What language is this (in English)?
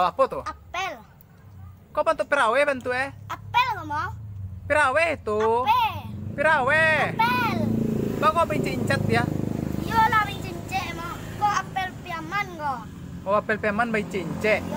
Minangkabau